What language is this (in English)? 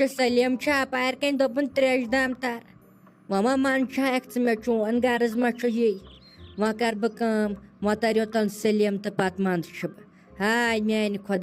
Kashmiri